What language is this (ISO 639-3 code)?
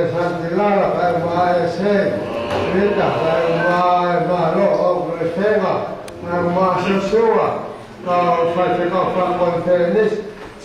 ton